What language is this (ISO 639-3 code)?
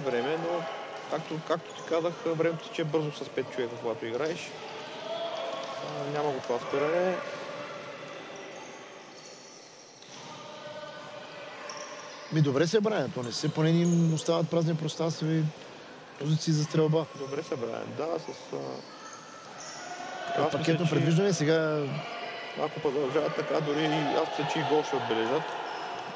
bul